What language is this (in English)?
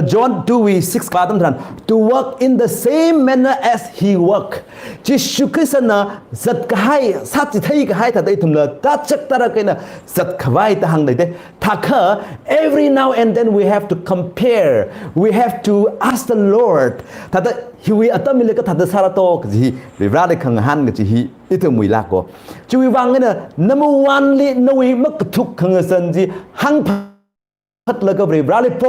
Tangkhul Naga (India)